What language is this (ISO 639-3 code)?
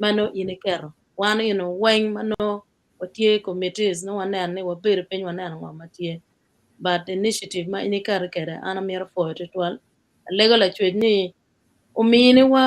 ach